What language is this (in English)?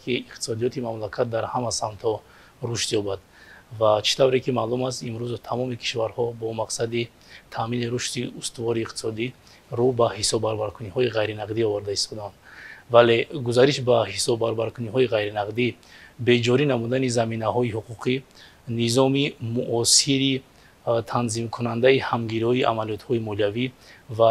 Tajik